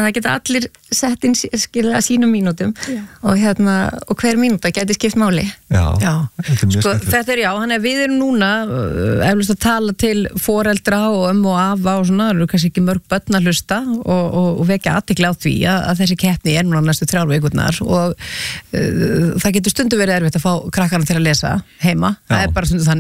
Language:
Icelandic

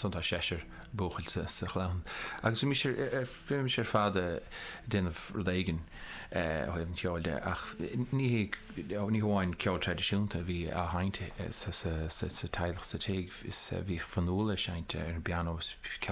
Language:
Irish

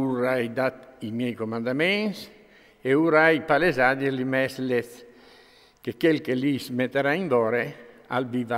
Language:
Friulian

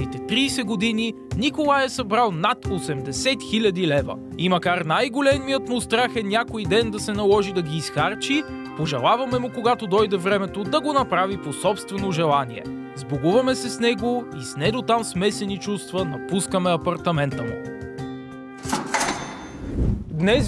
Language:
Bulgarian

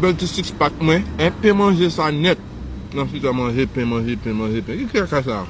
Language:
Haitian Creole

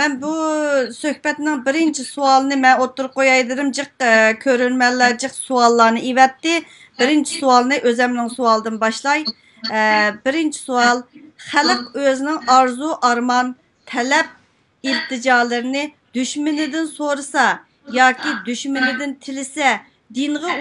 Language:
Uyghur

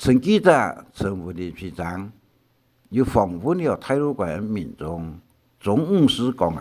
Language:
Hakka Chinese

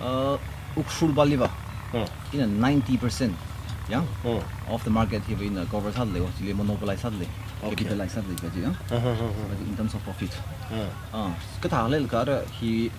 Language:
Tangkhul Naga (India)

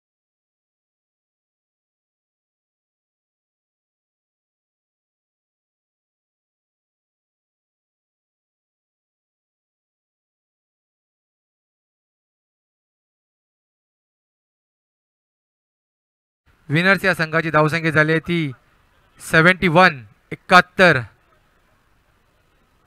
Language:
Marathi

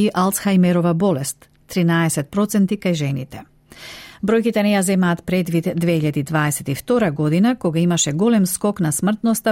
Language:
Macedonian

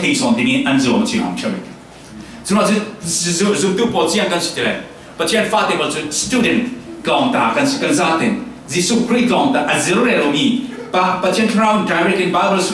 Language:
Falam Chin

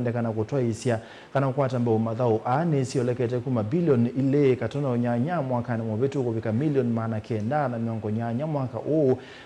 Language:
Kamba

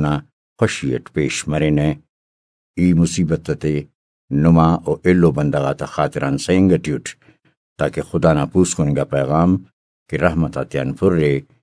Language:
Brahui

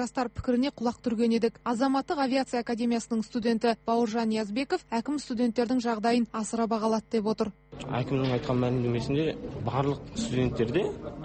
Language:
Kazakh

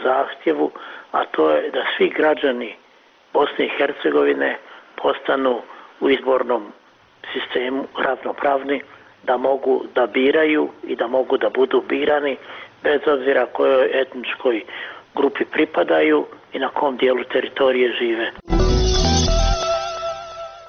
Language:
Bosnian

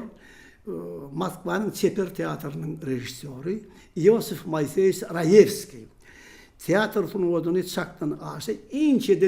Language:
Turkmen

